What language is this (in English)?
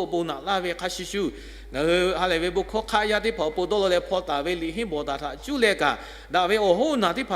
Lahu